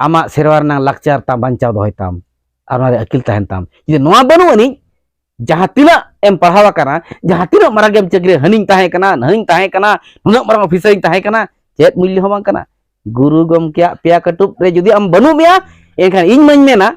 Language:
Santali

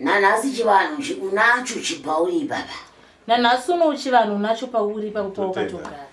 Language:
Shona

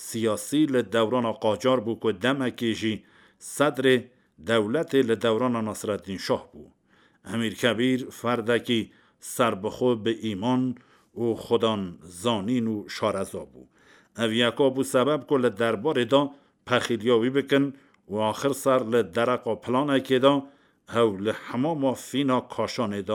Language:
Kurdish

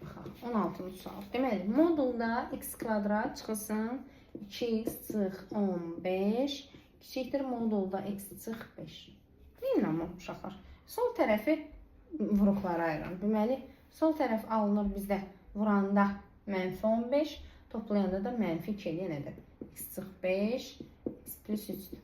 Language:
Azerbaijani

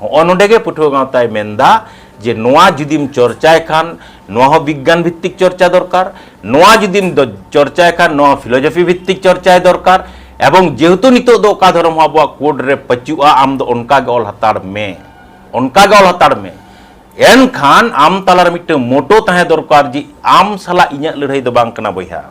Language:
Santali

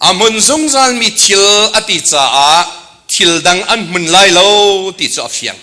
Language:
Hakha Chin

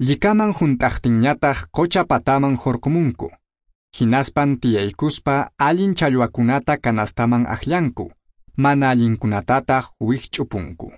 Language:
Quechua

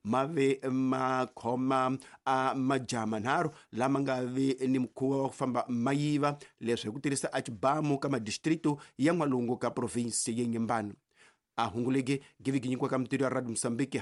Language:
Tsonga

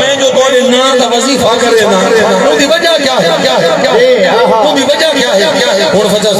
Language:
Saraiki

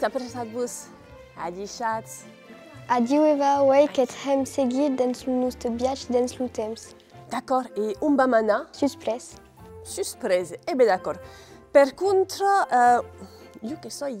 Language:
Occitan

